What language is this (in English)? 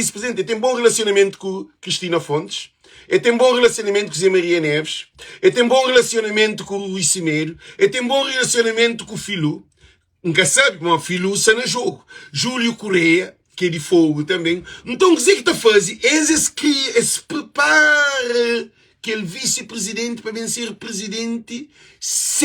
Kabuverdianu